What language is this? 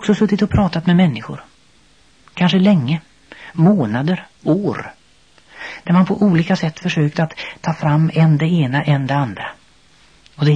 Swedish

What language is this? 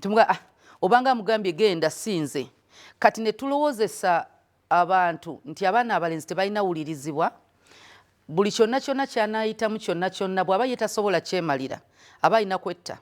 Ganda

